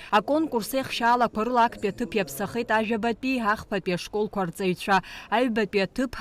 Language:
Abkhazian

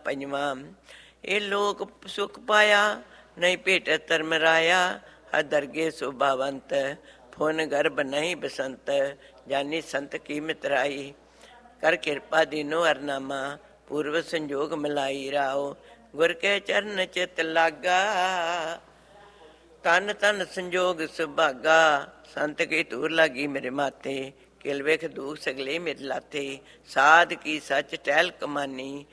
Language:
Punjabi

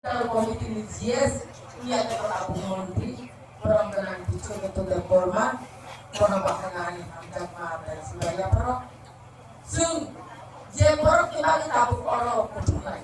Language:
Kok Borok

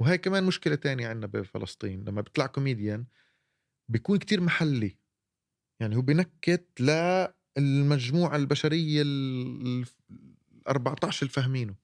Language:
North Levantine Arabic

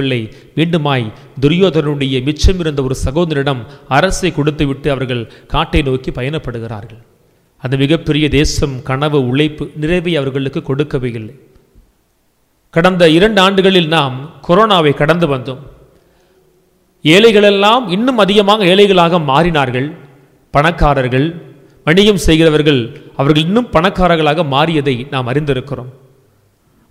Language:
Tamil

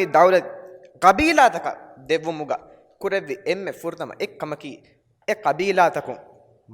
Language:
Divehi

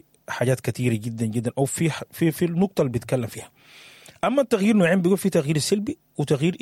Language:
Sudanese Arabic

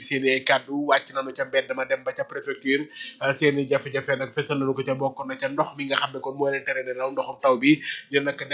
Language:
Wolof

